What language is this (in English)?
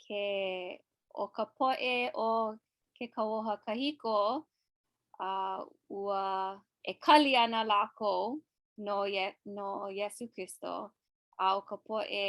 Hawaiian